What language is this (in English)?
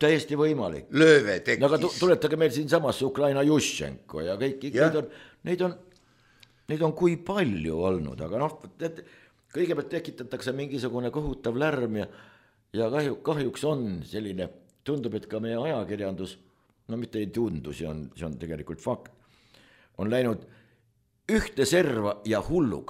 Estonian